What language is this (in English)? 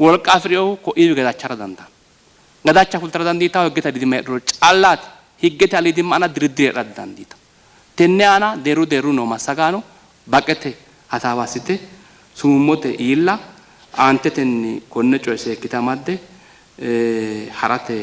Sidamo